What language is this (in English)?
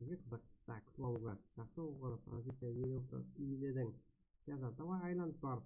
Kara-Kalpak